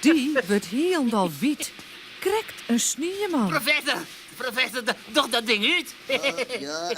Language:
Western Frisian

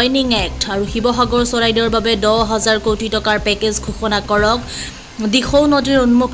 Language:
Assamese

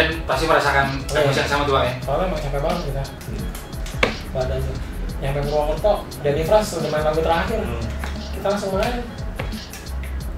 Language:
Indonesian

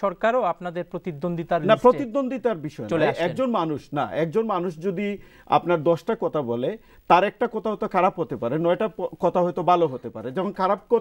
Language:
Bangla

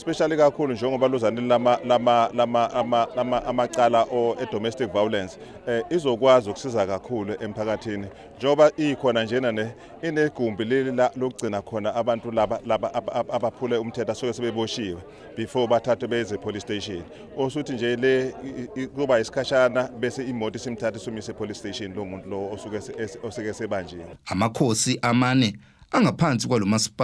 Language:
Zulu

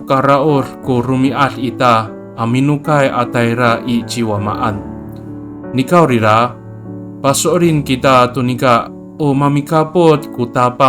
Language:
Amis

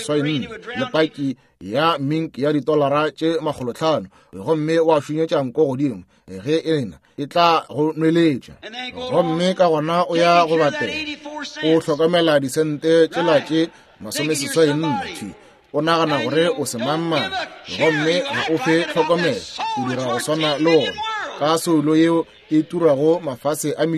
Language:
Northern Sotho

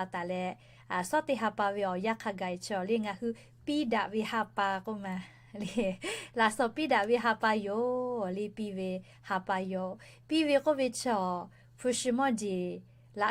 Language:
Lahu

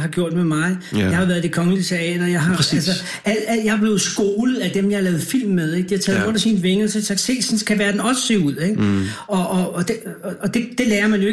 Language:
Danish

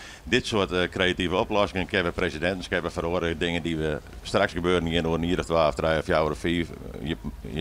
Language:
Western Frisian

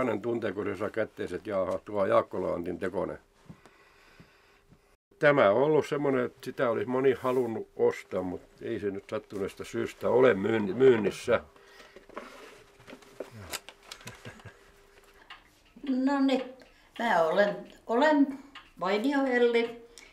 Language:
Finnish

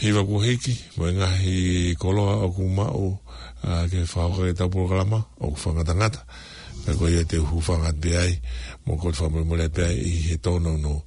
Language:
Tongan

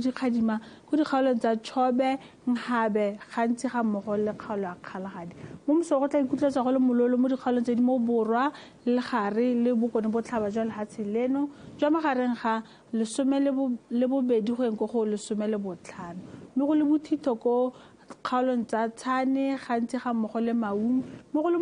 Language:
Tswana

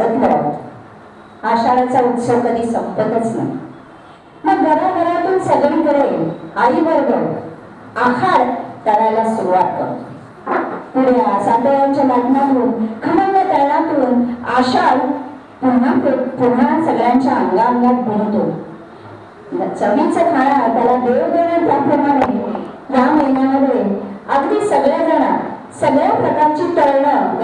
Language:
Marathi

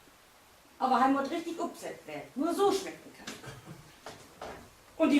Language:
Low German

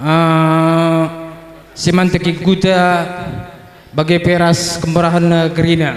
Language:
Batak Karo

